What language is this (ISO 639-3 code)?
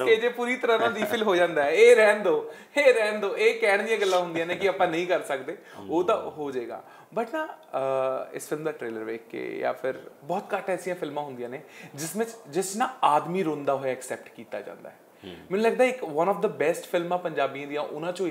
pan